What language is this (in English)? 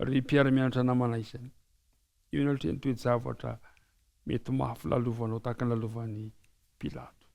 Malagasy